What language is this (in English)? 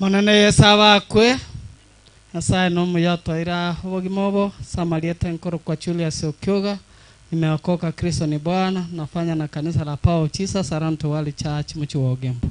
Gusii